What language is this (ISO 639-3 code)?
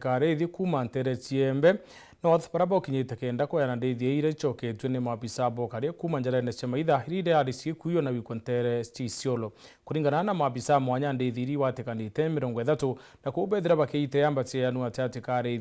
mer